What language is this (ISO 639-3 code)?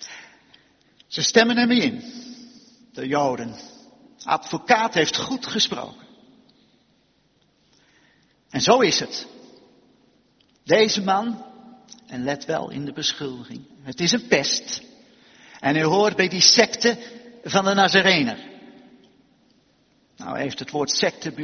nld